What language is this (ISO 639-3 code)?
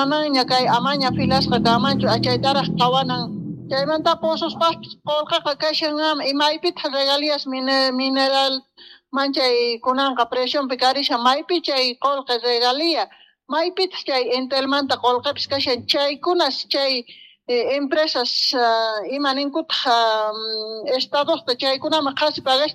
que